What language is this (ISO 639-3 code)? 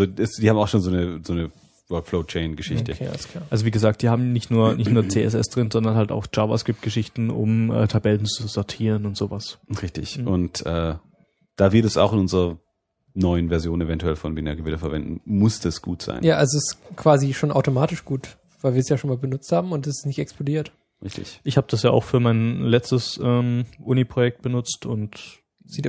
deu